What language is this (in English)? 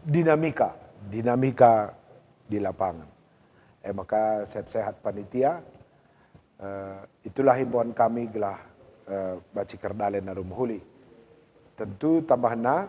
Batak Karo